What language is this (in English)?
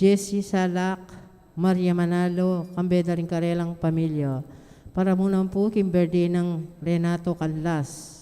Pampanga